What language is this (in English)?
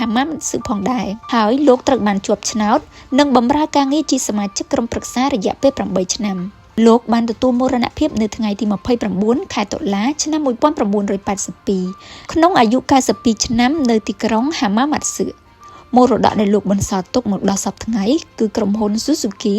Khmer